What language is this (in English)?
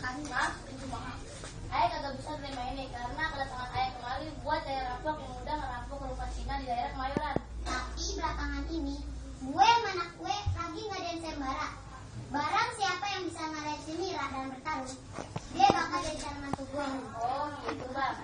Betawi